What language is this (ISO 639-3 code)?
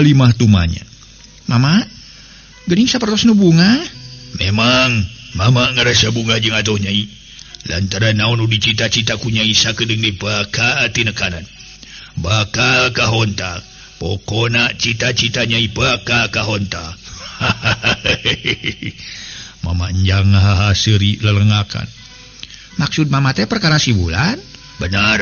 sun